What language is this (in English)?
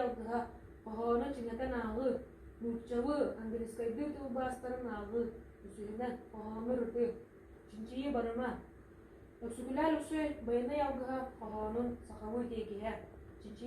Yakut